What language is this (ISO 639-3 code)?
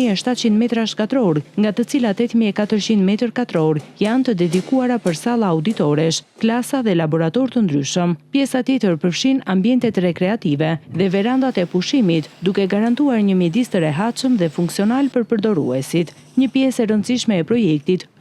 sqi